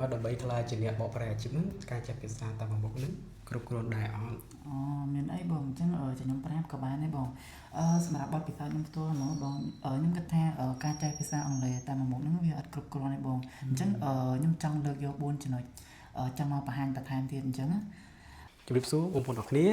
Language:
Khmer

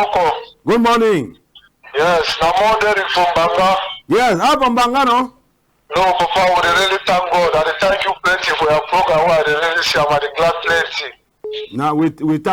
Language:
Cameroon Pidgin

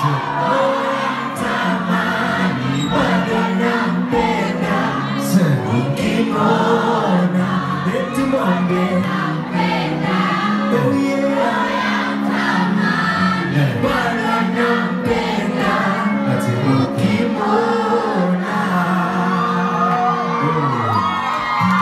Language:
Swahili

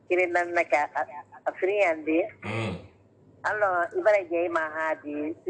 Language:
Susu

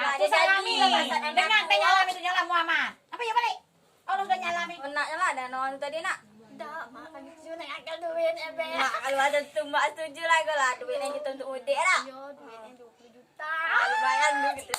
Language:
Minangkabau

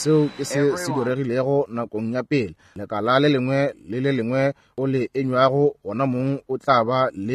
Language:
Northern Sotho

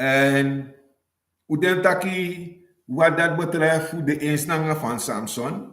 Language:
Sranan Tongo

